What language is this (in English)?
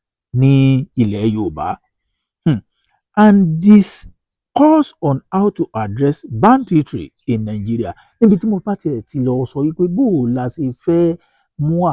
Yoruba